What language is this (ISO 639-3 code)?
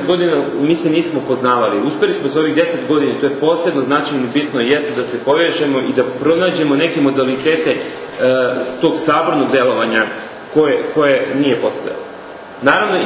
srp